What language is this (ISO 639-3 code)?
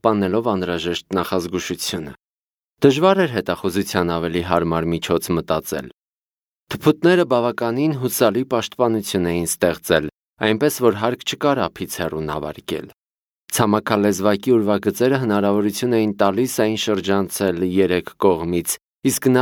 hye